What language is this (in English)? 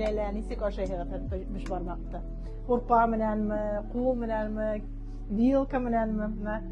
Bashkir